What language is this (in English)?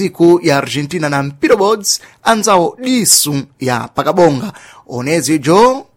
Sena